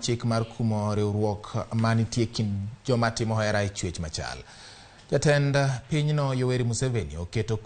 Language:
Luo (Kenya and Tanzania)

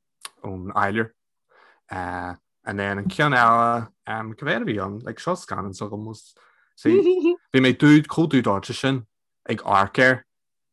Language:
Irish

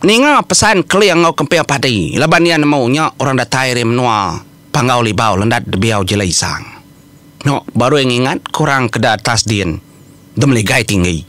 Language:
Iban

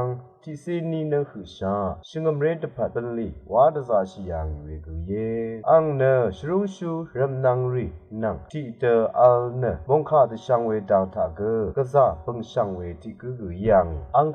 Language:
Rawang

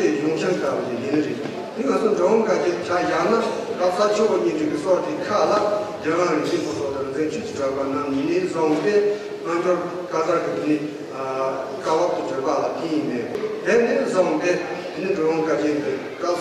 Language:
Tibetan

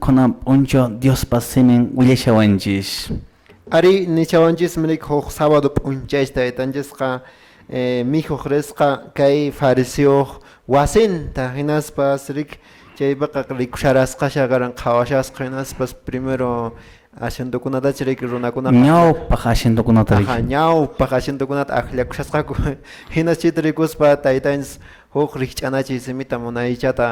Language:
Quechua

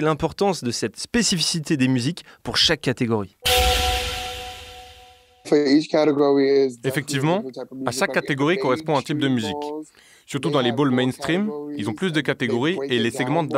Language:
French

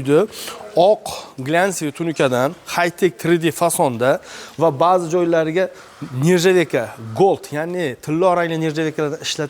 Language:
Uzbek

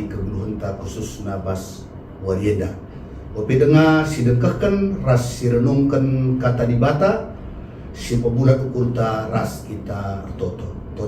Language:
Batak Karo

